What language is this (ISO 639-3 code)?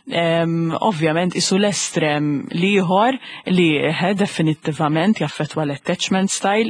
mlt